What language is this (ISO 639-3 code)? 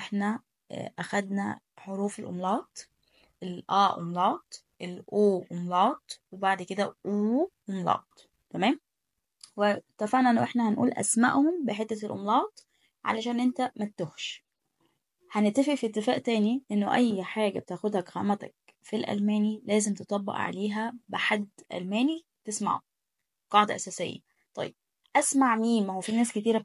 arz